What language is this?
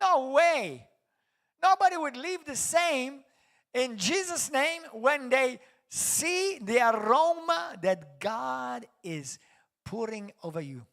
English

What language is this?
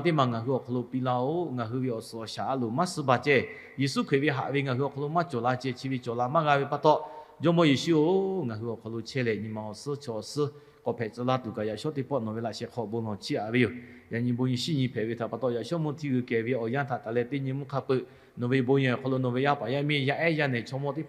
Lahu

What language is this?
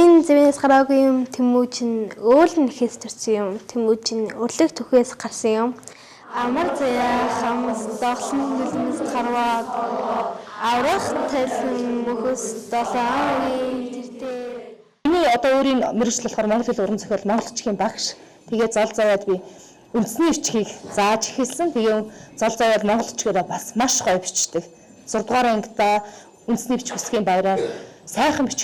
Mongolian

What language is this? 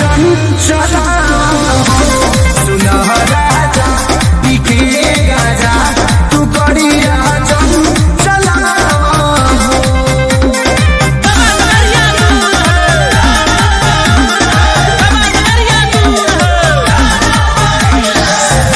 Bhojpuri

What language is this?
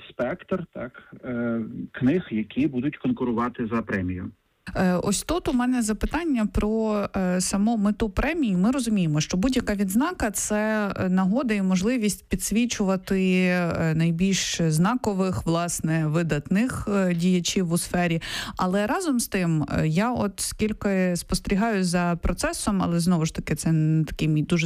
Ukrainian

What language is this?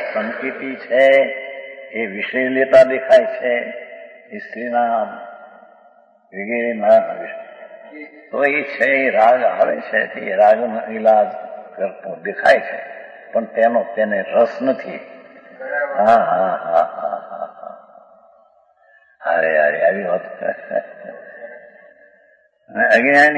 Gujarati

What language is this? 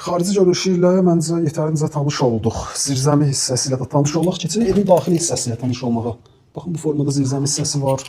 Azerbaijani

